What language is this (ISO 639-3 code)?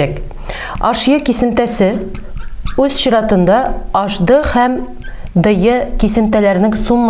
tat